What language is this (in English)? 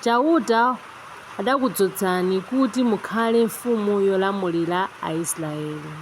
Nyanja